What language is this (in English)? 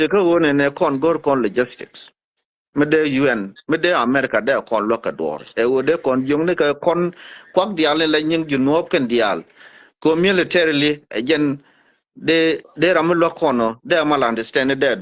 Nuer